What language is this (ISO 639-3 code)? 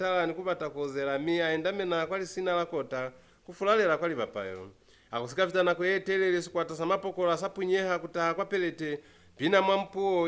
loz